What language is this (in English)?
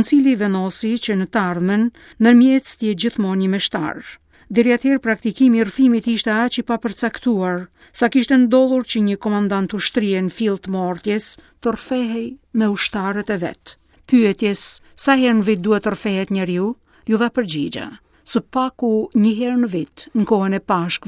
Albanian